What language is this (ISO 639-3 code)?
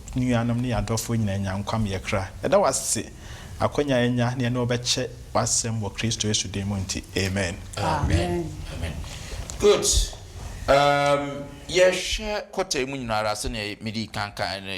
aka